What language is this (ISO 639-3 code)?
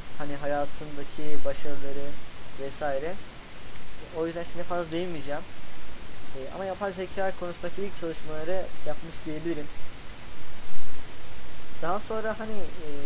tur